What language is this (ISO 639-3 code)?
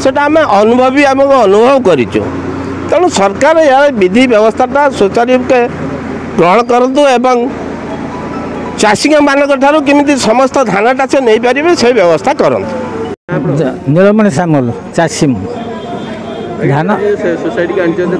ori